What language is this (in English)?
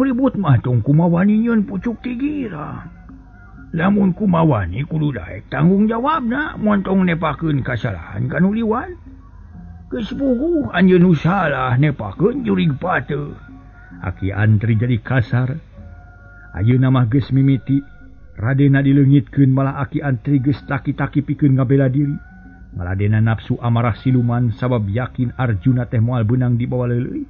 Sundanese